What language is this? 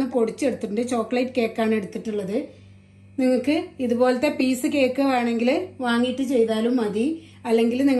Malayalam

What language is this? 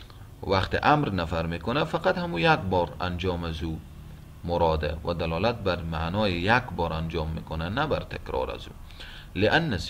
Persian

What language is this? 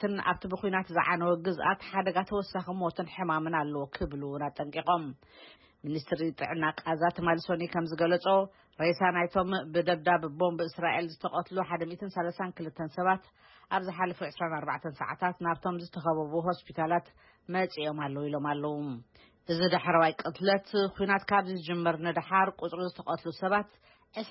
Tigrinya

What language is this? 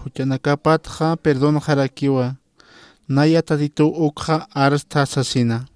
Aymara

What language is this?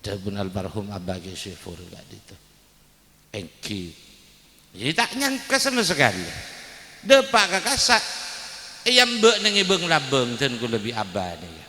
Madurese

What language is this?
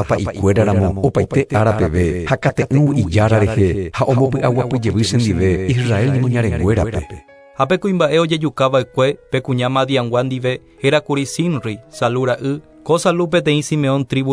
Guarani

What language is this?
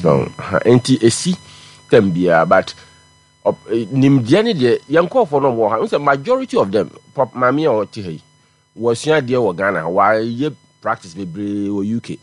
Akan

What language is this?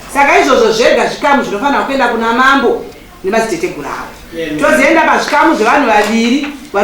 Shona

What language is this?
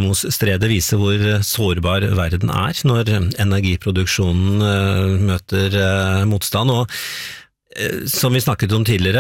Norwegian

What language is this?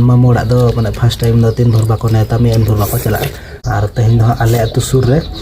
Santali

